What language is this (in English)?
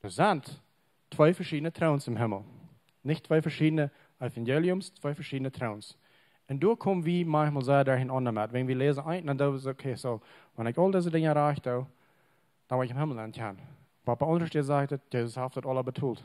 Plautdietsch